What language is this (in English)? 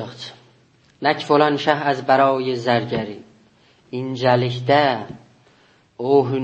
South Azerbaijani